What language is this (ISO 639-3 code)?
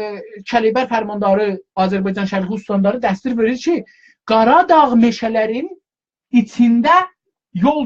azb